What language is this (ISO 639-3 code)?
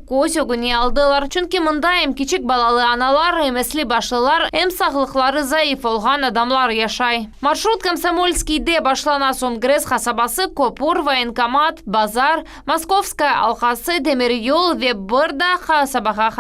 crh